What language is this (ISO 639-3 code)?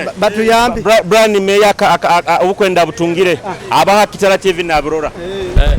nyo